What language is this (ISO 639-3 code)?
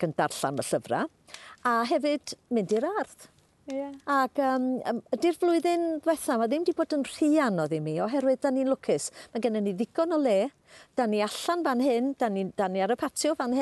cym